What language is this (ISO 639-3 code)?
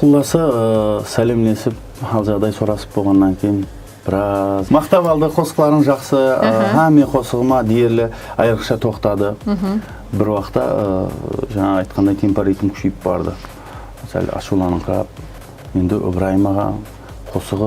kaa